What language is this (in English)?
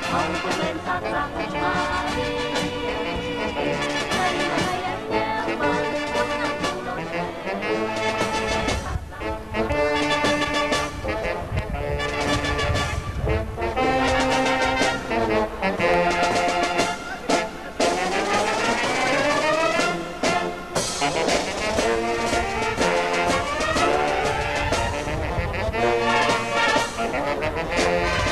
Vietnamese